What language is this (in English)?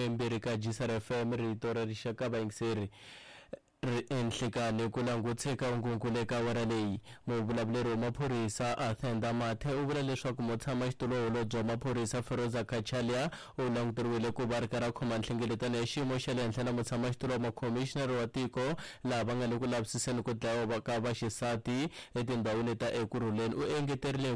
Tsonga